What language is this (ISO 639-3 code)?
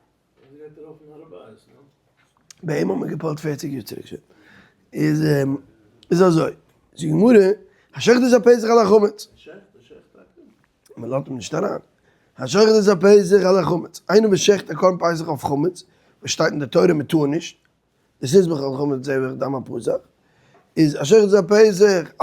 yid